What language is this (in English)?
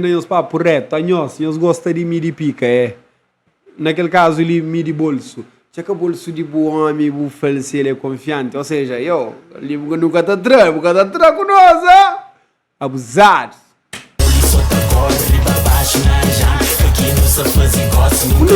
Kabuverdianu